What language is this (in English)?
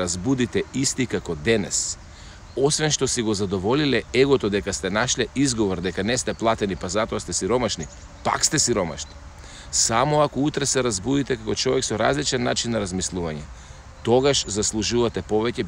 Macedonian